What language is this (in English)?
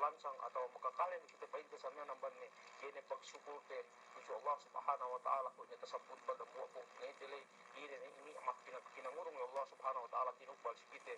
Yakan